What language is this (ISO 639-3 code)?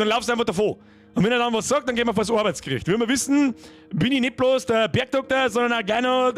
bar